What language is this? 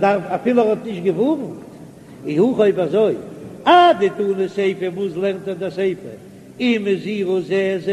Yiddish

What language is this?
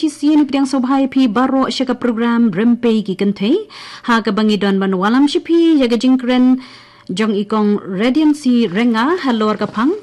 Khasi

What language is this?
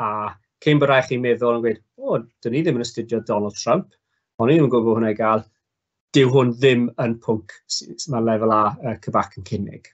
Welsh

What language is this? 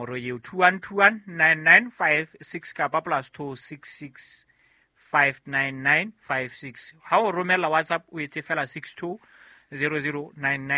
Southern Sotho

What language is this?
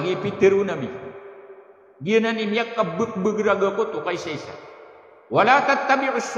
Maranao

